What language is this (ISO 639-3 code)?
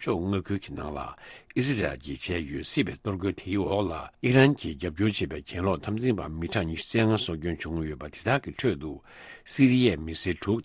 bod